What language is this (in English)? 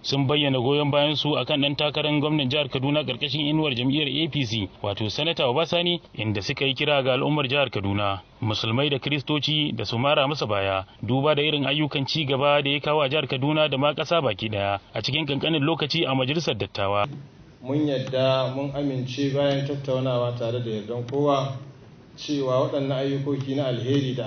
Hausa